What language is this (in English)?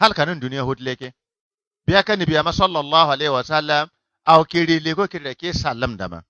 Bissa